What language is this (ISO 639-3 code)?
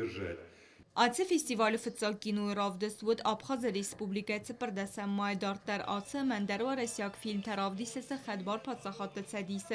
oss